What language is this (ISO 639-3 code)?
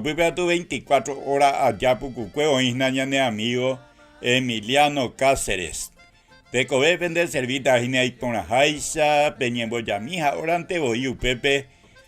grn